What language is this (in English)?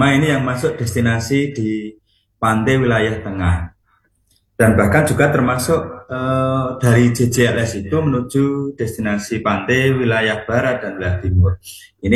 Indonesian